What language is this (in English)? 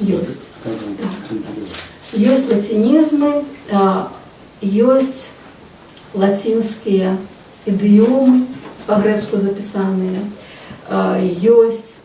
Belarusian